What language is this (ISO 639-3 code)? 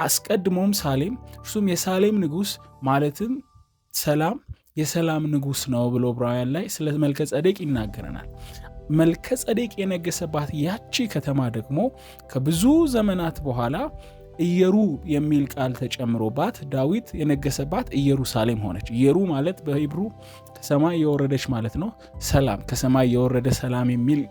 amh